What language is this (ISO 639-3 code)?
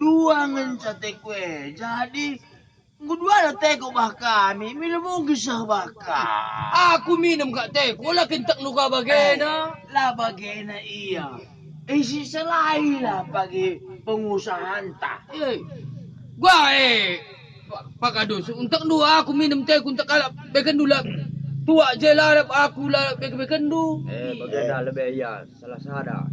btx